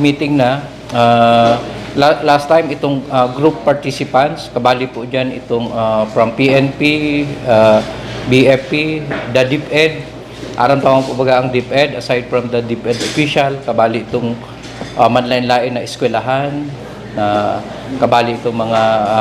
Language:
Bikol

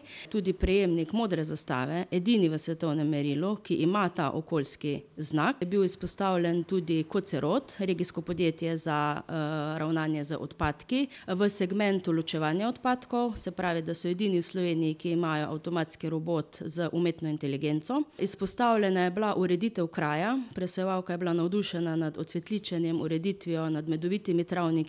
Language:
Slovenian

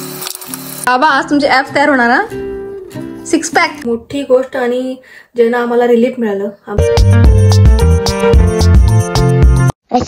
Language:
Marathi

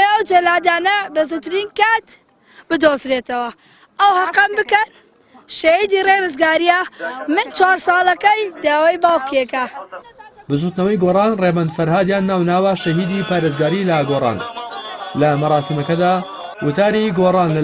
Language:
Central Kurdish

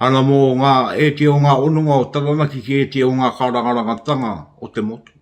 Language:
Māori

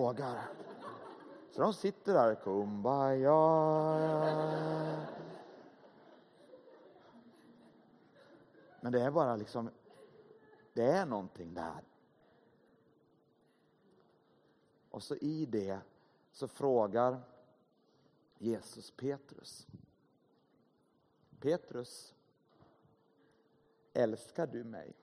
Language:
Swedish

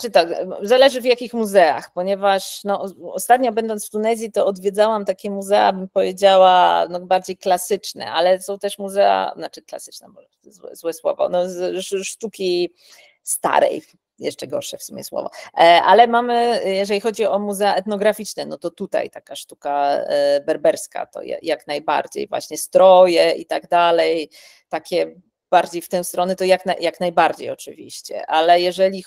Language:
Polish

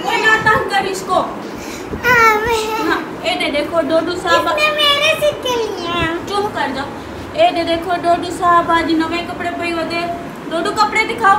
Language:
Saraiki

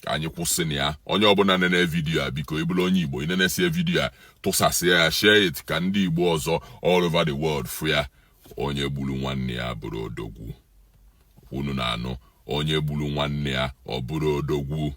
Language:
Igbo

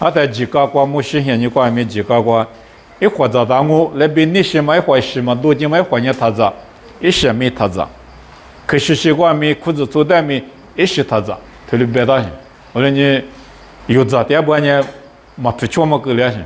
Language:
Lisu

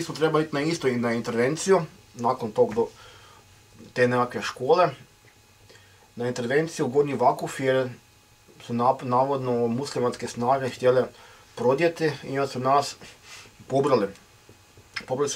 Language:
Croatian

